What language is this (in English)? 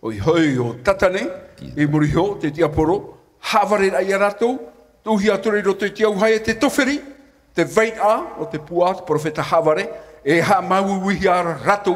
Tahitian